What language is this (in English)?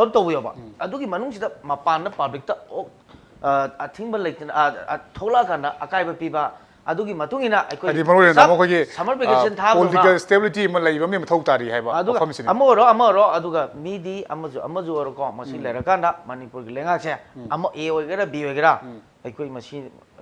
Manipuri